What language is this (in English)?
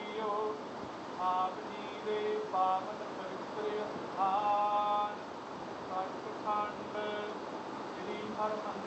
Punjabi